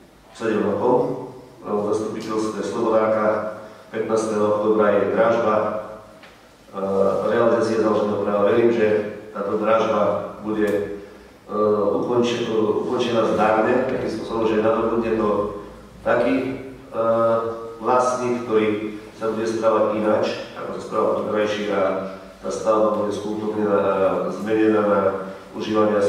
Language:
Slovak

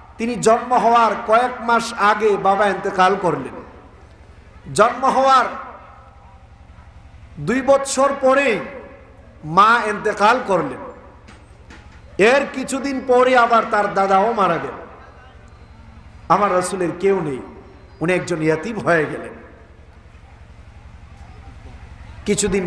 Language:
Bangla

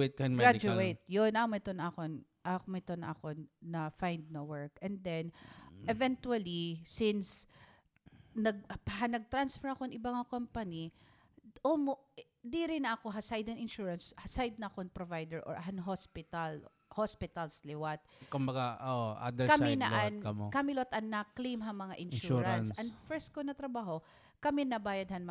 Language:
Waray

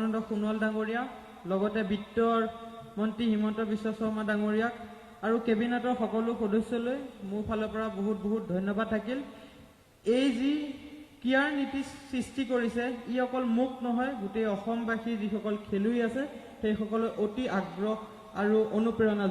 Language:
Assamese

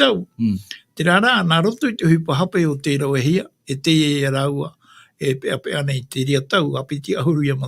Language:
Tahitian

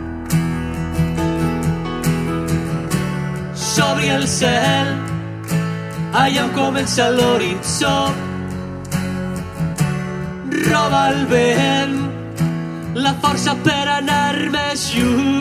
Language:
Catalan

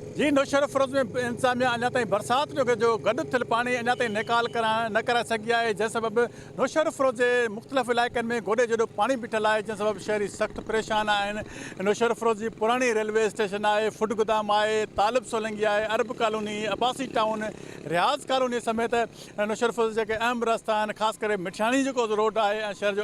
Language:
Sindhi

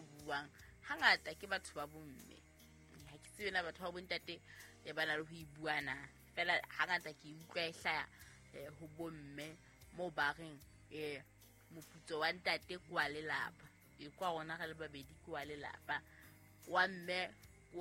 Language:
Southern Sotho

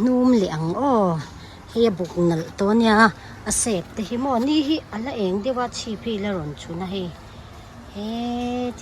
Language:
Mizo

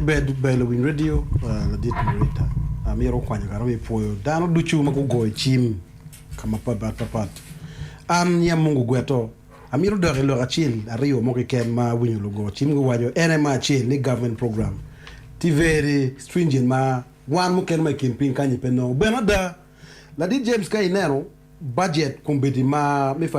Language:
Acoli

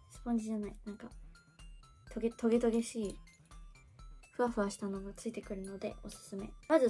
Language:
Japanese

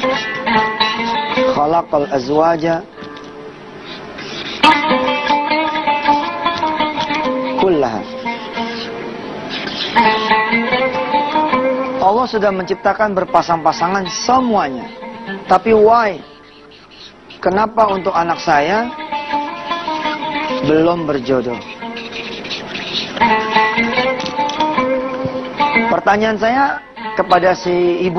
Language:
Indonesian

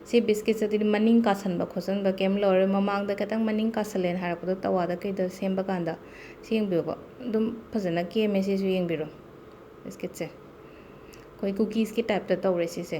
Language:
Manipuri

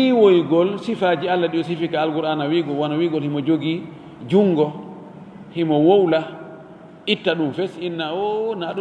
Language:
Fula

